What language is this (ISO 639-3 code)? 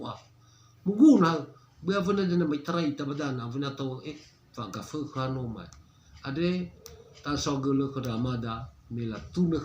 nia